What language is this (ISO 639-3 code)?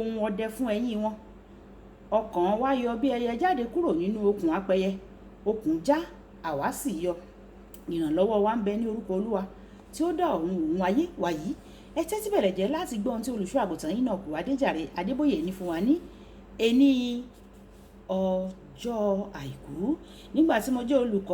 yor